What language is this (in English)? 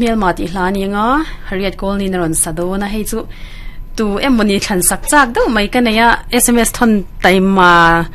Mizo